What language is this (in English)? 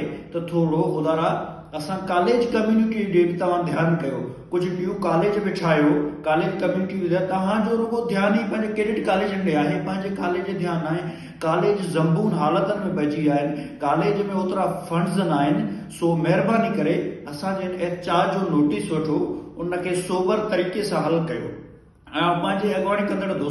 Sindhi